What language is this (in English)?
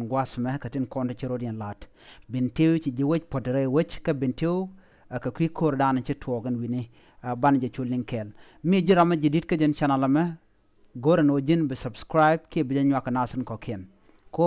Nuer